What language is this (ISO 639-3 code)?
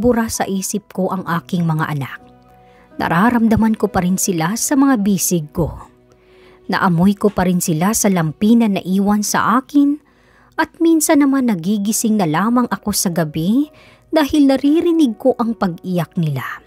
fil